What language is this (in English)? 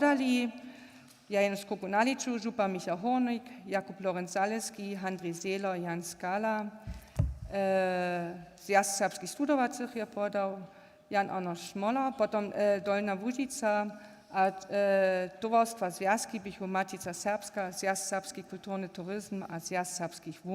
Upper Sorbian